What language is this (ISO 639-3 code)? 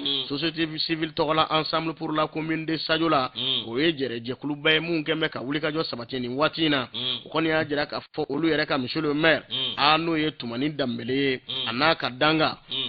bam